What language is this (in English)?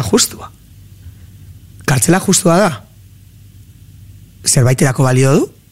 Basque